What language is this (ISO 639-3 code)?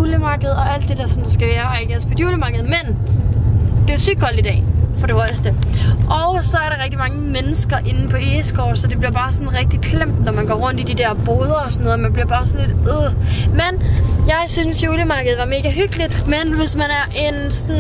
dan